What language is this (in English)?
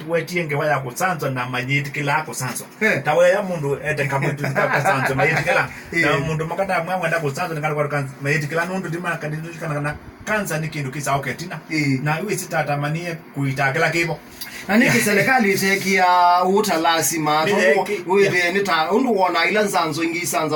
Kamba